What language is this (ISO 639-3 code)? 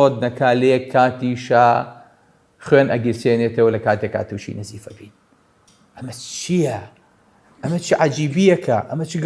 ckb